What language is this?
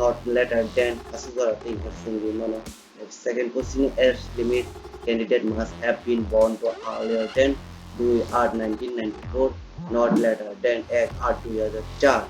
Kok Borok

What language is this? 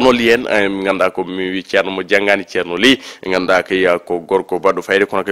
Fula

